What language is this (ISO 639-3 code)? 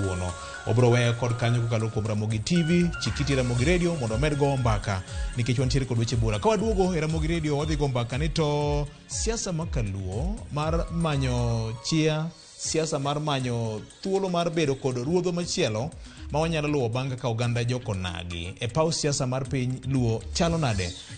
luo